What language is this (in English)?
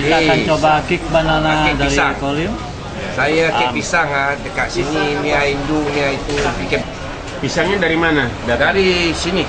Banjar